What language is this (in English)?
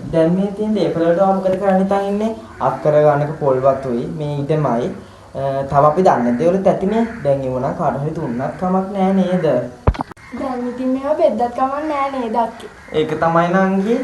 Sinhala